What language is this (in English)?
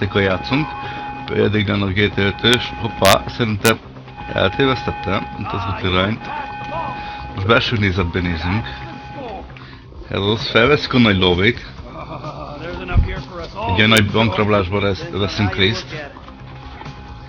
Hungarian